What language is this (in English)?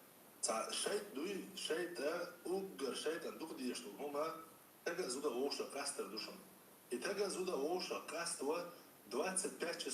Chechen